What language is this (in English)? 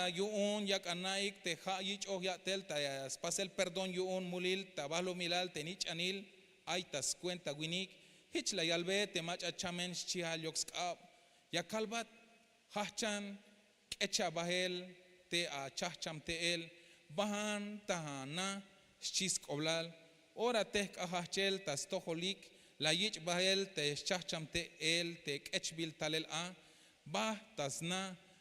Tzeltal